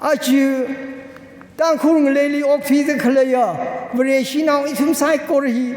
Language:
Tangkhul Naga (India)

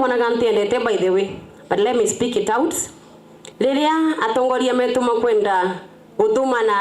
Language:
Meru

